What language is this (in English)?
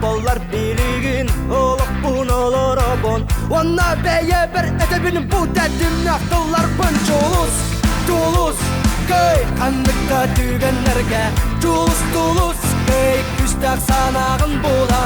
Yakut